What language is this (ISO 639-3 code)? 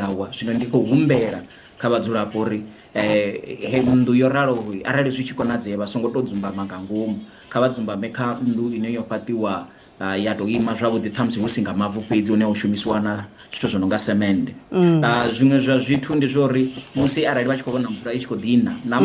ven